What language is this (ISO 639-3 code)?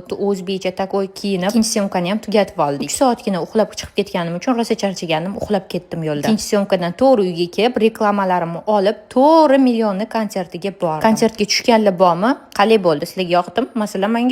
uzb